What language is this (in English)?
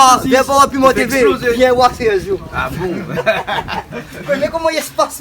Réunion Creole French